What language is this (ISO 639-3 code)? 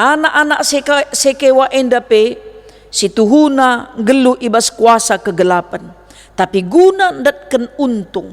btx